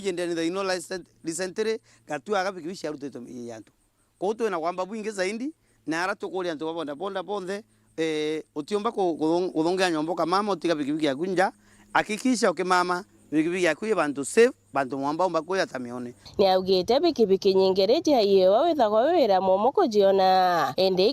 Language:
Meru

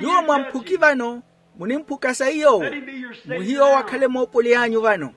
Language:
Makhuwa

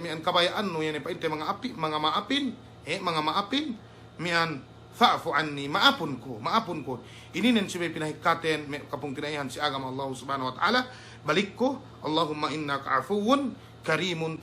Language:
Yakan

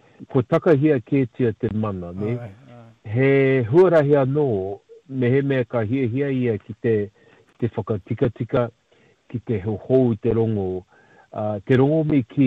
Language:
Māori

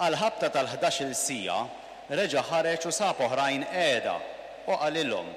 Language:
Maltese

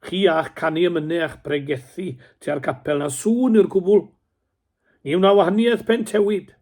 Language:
Welsh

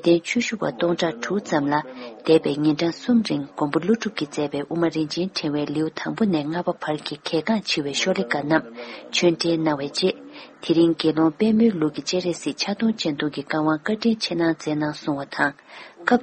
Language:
Tibetan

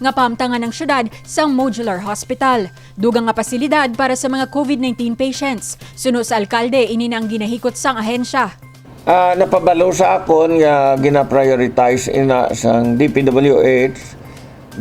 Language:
Hiligaynon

